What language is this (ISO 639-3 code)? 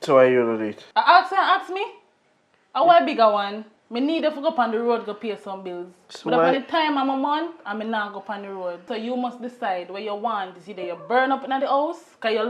jam